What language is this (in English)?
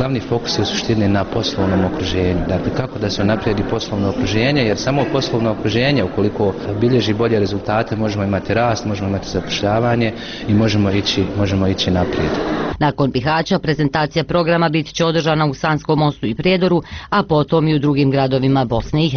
Bosnian